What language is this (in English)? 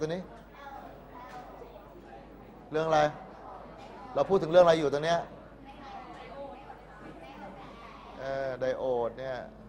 Thai